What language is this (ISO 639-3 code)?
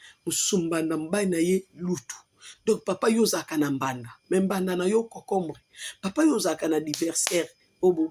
lin